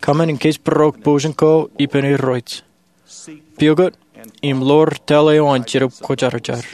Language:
Marshallese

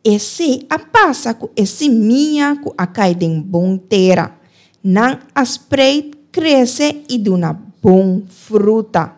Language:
Papiamento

